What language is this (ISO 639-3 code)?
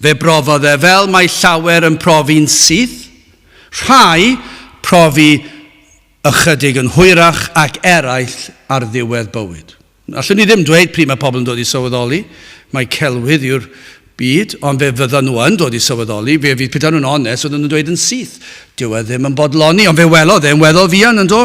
cym